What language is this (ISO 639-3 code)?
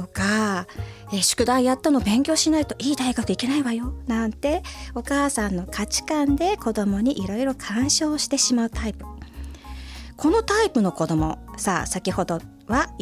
jpn